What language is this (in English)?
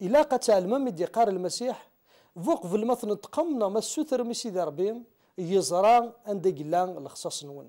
Kabyle